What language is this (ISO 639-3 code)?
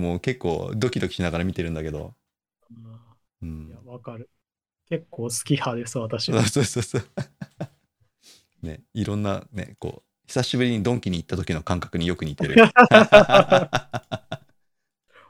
jpn